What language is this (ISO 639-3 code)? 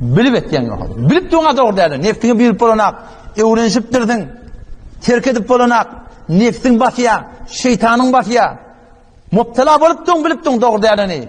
tuk